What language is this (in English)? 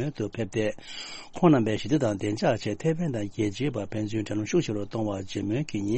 Tibetan